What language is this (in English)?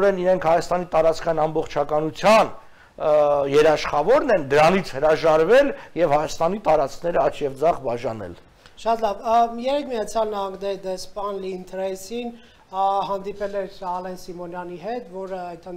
Armenian